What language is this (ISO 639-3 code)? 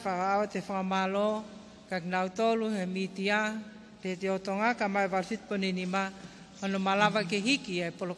ton